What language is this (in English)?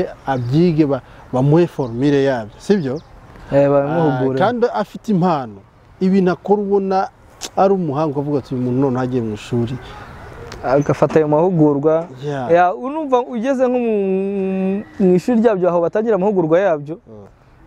Kinyarwanda